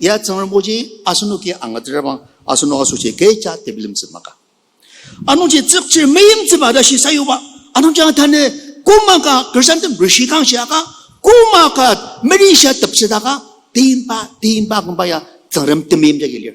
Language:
Ao Naga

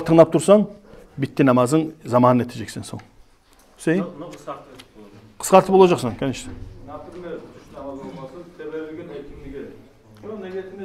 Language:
Kumyk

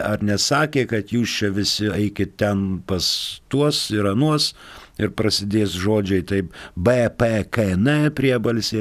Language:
Lithuanian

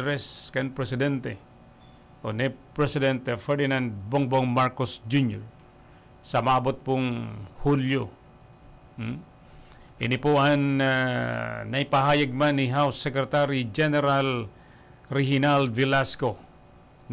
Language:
Bikol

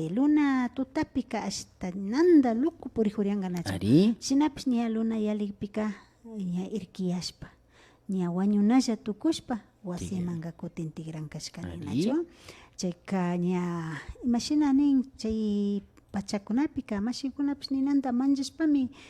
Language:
Imbabura Highland Quichua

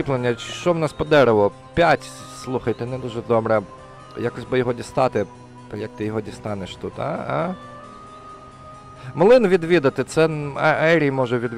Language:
Ukrainian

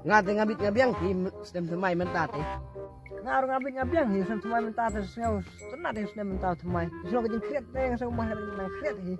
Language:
Khasi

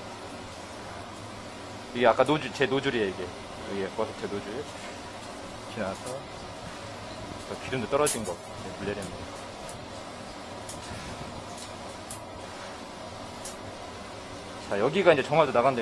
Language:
Korean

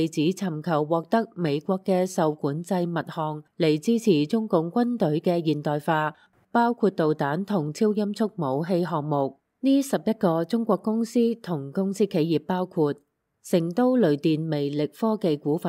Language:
Cantonese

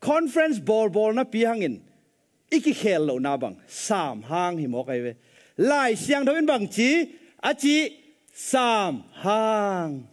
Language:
Tedim Chin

